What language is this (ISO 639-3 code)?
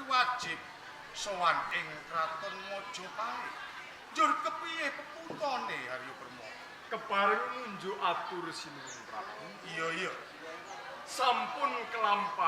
jav